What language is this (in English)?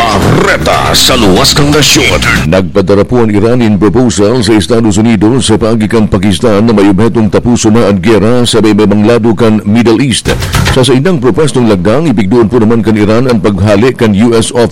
Bikol